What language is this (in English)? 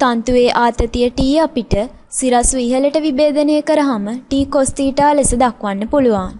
Sinhala